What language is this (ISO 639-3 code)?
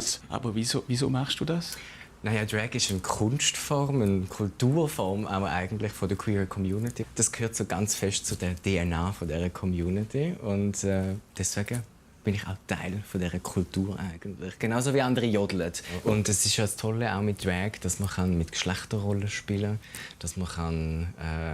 gsw